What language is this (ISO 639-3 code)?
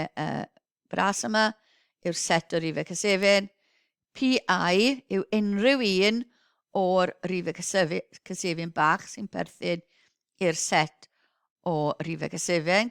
cym